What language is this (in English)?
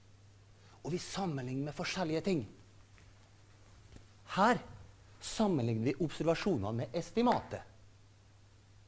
Norwegian